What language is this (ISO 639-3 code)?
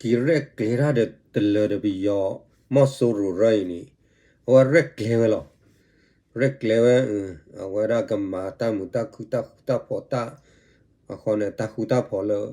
ksw